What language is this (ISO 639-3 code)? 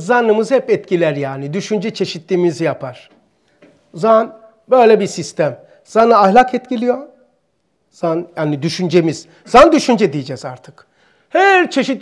tur